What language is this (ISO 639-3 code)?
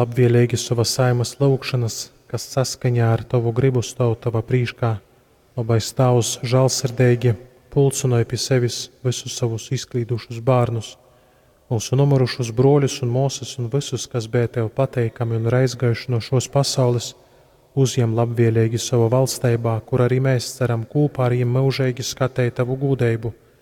ltg